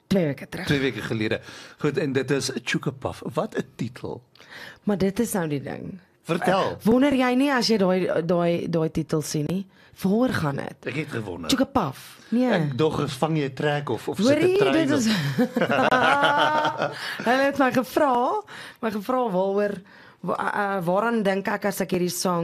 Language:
Afrikaans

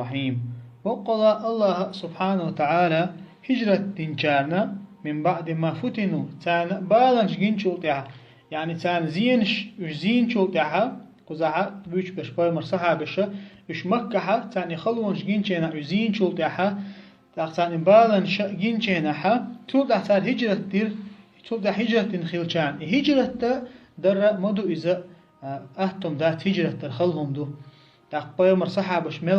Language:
Chechen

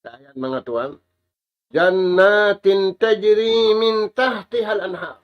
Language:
Tausug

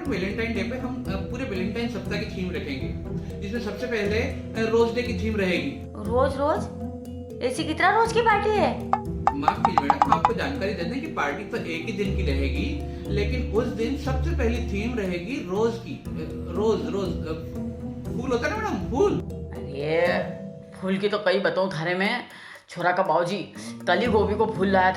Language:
Rajasthani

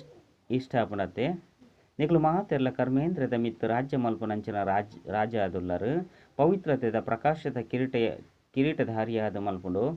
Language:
Tulu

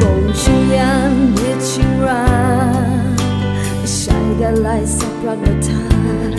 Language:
Kachin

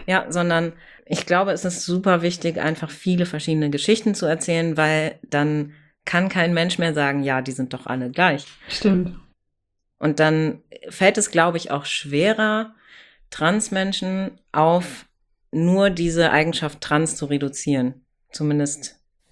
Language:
German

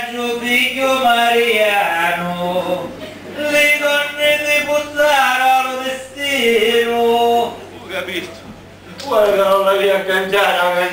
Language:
Sicilian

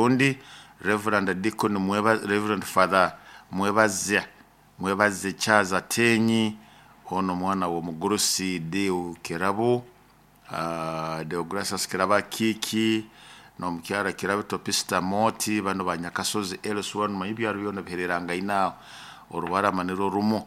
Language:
Nyoro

